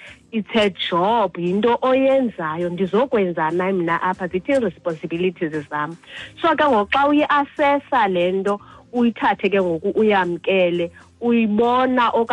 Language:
Xhosa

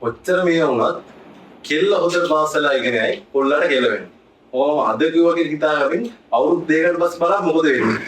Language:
Sinhala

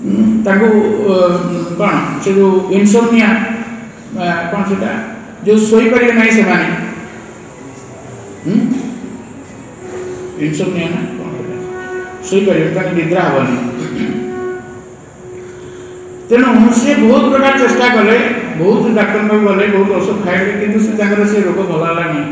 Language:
Odia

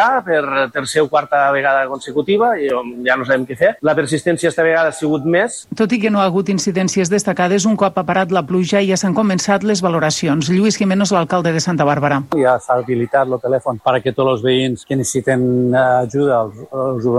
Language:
Catalan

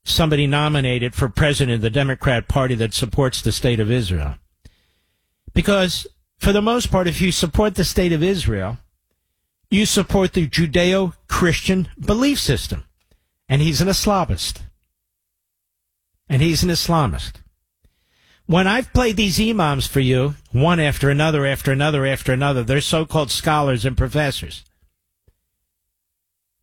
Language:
English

